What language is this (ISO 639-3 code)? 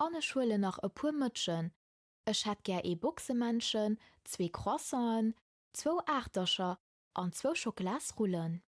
ltz